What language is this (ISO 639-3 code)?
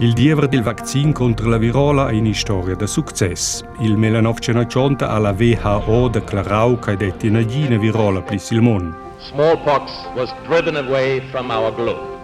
roh